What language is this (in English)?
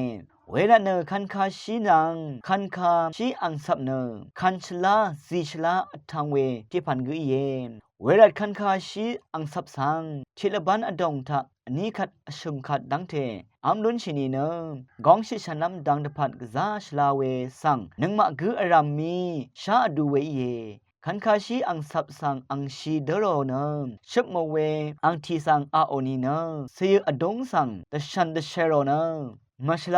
Rawang